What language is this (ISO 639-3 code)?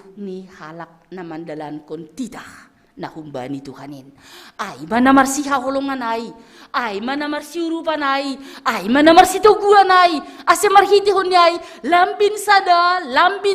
bts